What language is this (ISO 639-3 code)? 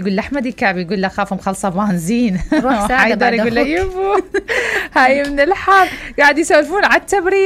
acm